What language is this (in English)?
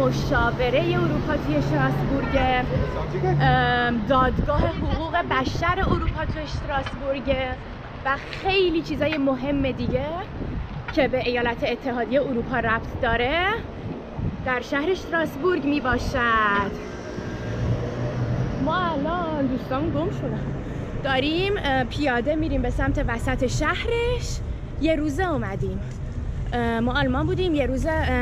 Persian